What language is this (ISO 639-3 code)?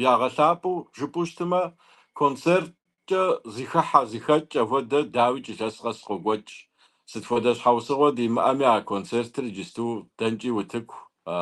kbd